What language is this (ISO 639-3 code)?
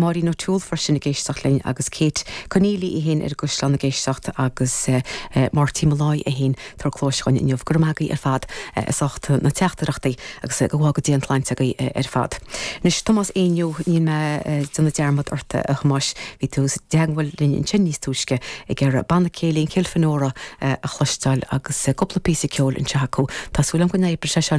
gle